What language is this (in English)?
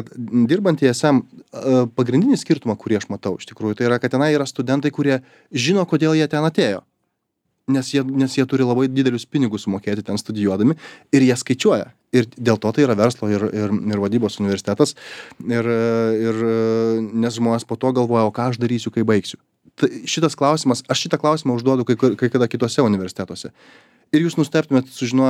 Lithuanian